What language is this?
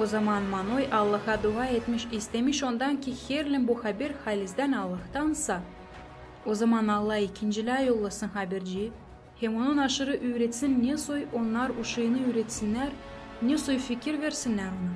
Gagauz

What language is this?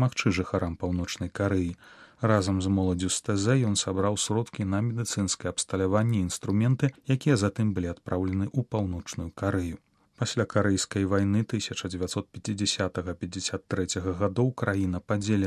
Belarusian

